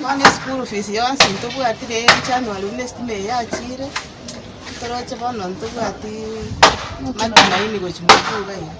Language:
Gusii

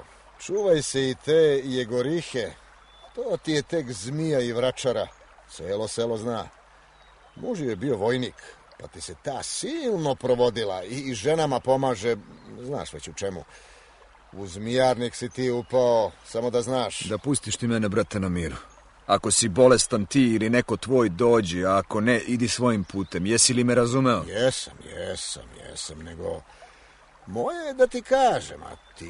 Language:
Serbian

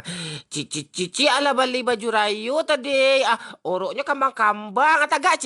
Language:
Minangkabau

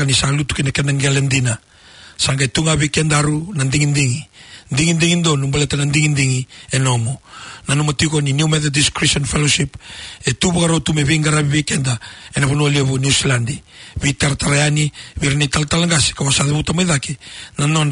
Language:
Fijian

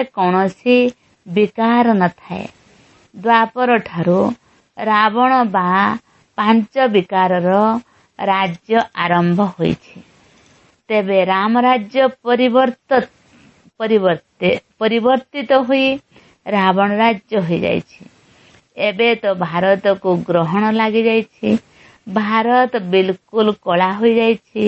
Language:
Odia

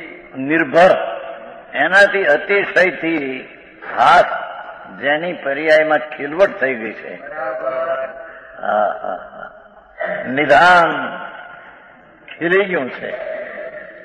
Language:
Gujarati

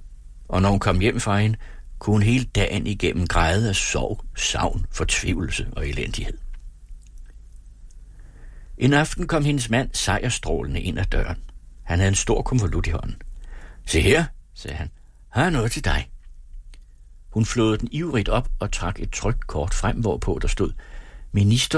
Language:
Danish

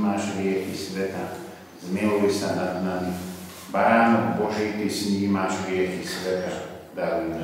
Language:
Slovak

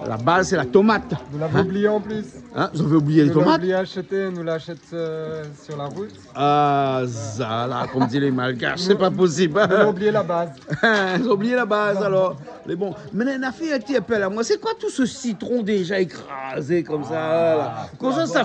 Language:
Réunion Creole French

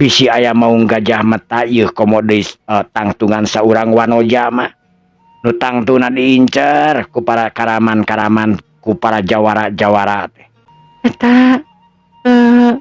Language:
Sundanese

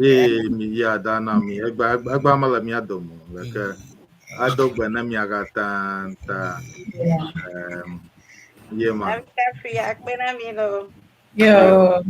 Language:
Ewe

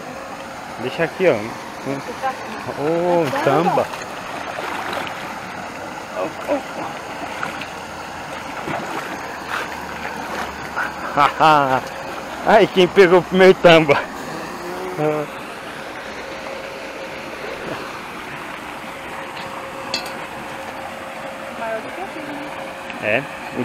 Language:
Portuguese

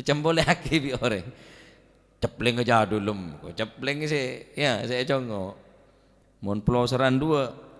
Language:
Madurese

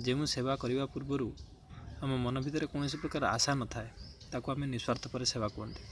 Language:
Odia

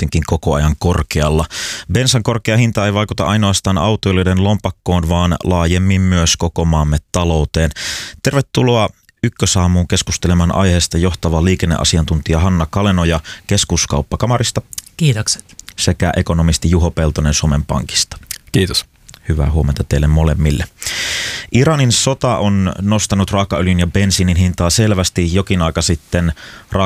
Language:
Finnish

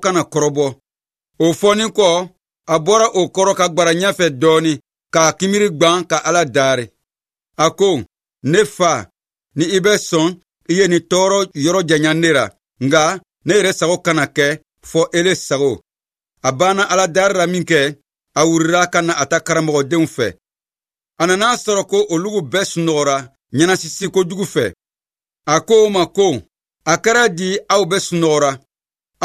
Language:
Bambara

